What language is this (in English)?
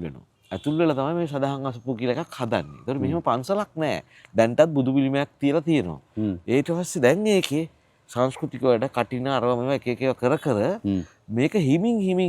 Sinhala